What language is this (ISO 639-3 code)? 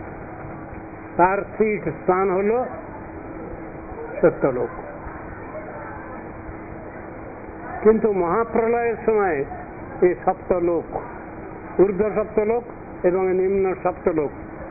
ben